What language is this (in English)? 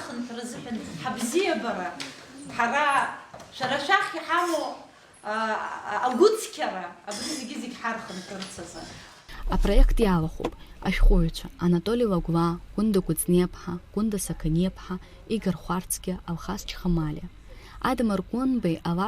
Abkhazian